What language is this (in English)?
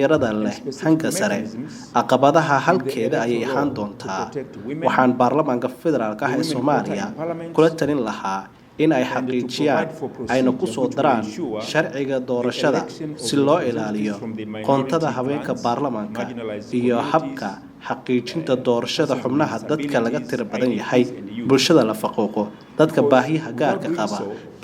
Somali